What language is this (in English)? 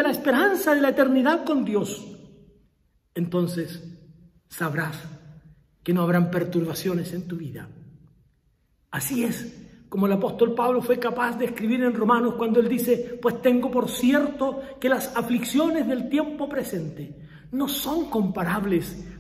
Spanish